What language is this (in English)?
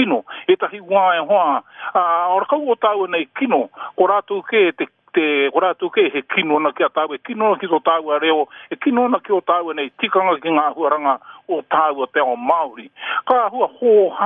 Māori